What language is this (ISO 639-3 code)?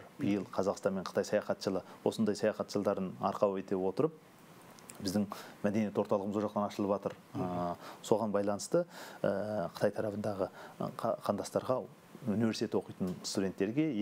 kaz